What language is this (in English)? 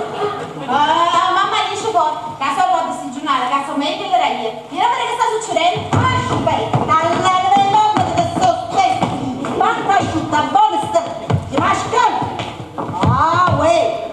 Neapolitan